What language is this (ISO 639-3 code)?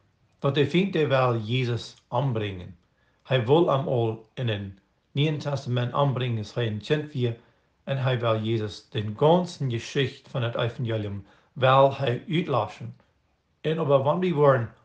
pdt